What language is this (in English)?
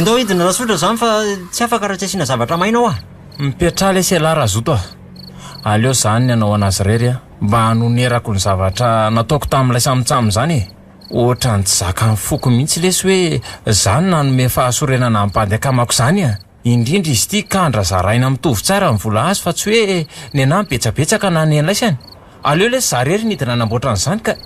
Malagasy